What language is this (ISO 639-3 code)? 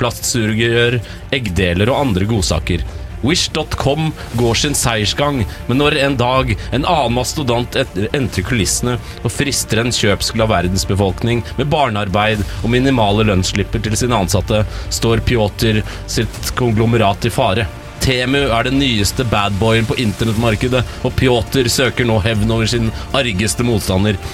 nor